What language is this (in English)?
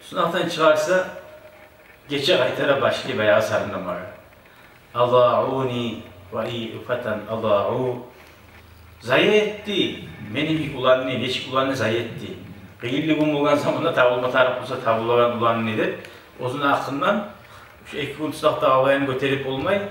Kumyk